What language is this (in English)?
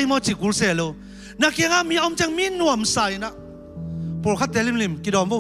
Tedim Chin